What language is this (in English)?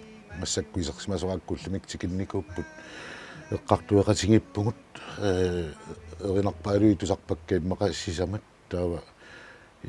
Kalaallisut